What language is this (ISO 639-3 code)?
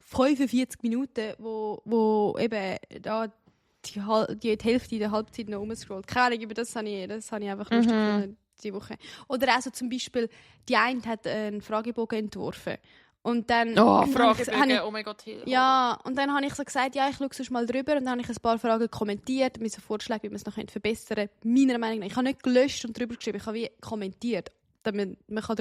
gsw